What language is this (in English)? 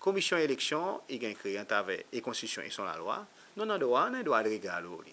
Seselwa Creole French